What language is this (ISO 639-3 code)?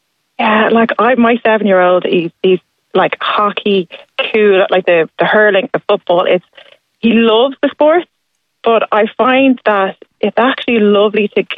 eng